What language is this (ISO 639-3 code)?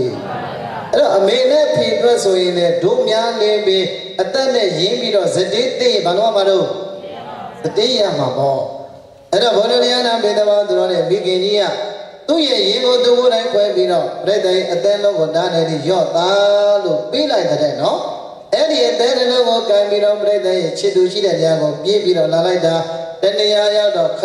mya